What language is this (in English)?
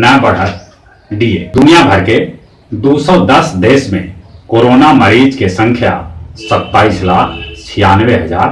Magahi